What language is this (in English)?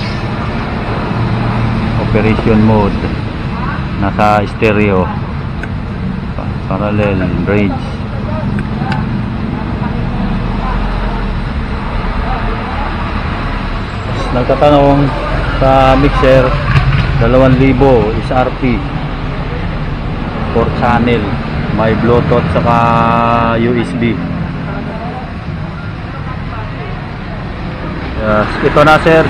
Filipino